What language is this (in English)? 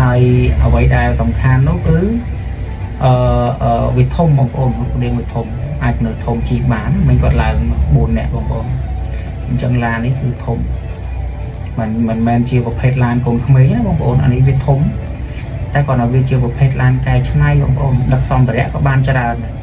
Khmer